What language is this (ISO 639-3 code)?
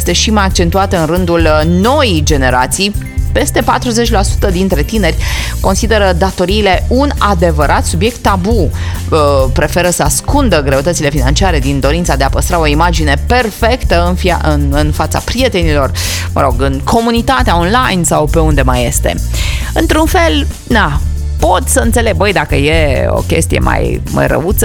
ron